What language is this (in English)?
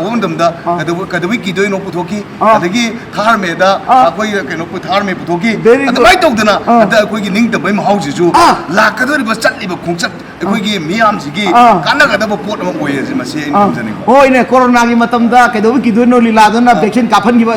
Manipuri